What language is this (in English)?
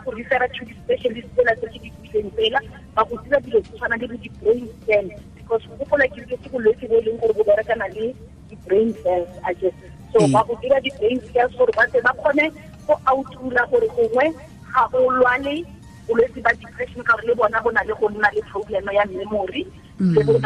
Tswana